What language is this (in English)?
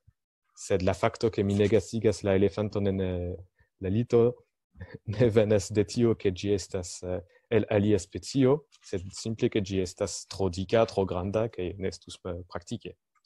Esperanto